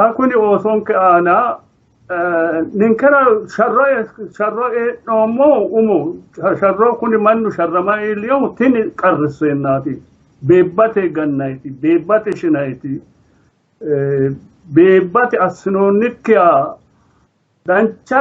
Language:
Sidamo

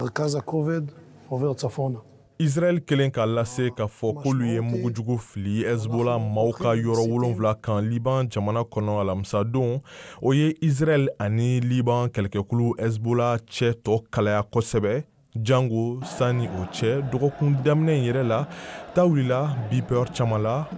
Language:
Bambara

